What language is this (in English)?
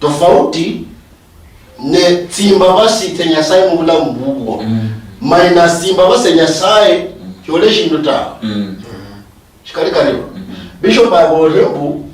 Luyia